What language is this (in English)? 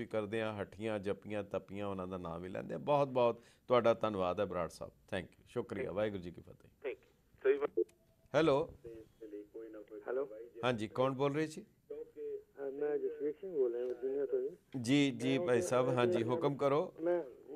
Punjabi